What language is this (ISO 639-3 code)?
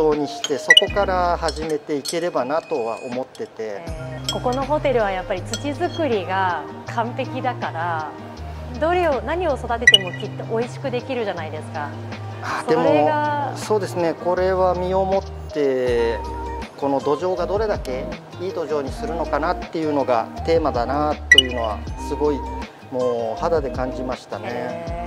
jpn